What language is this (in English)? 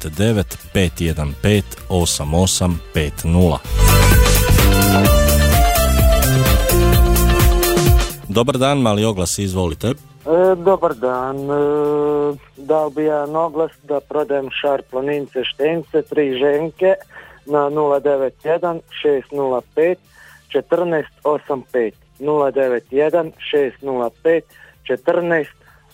Croatian